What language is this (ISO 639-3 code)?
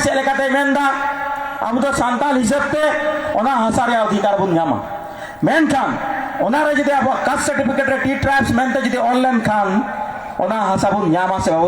sat